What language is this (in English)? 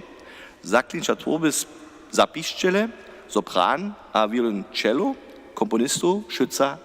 Upper Sorbian